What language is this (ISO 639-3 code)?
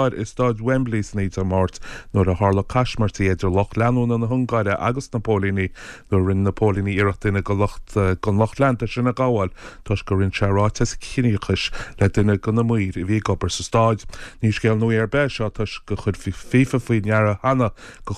gle